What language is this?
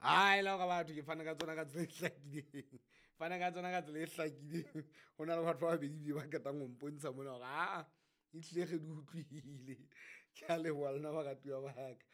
Southern Sotho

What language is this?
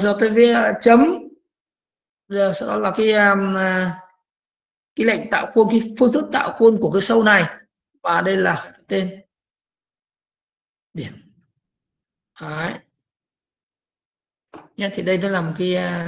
Vietnamese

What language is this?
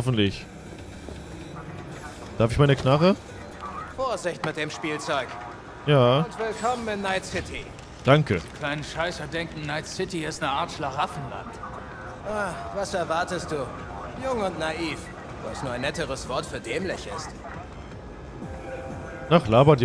German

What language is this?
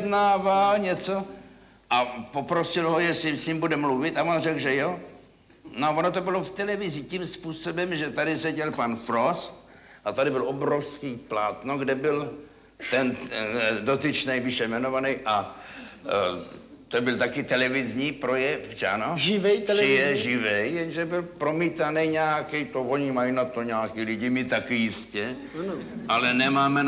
Czech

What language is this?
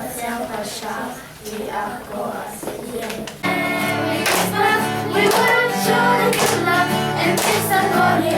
Falam Chin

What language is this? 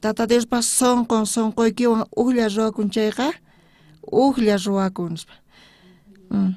South Bolivian Quechua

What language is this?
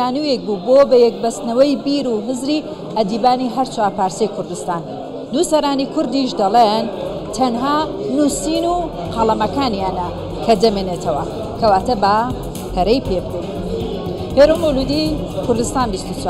Central Kurdish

